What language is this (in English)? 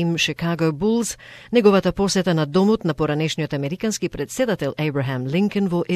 Macedonian